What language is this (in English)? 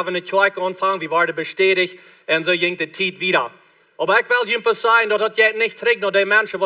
Plautdietsch